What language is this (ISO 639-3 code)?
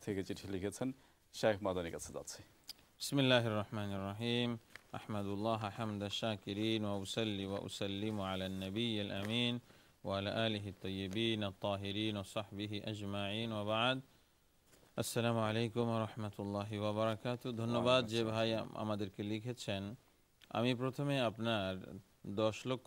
ben